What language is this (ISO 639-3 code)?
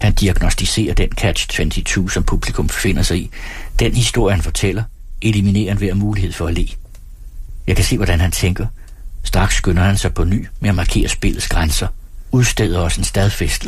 dan